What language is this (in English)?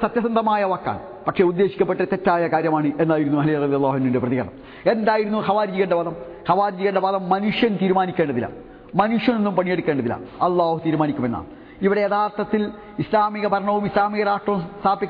Malayalam